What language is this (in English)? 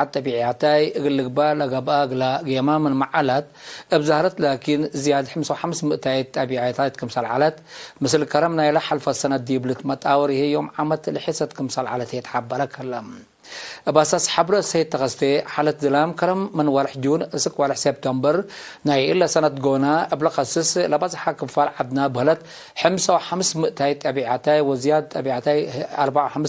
Tigre